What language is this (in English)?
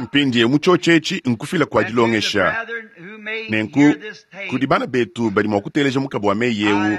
Luba-Lulua